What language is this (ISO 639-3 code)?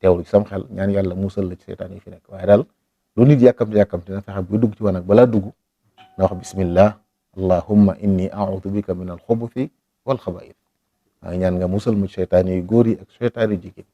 wol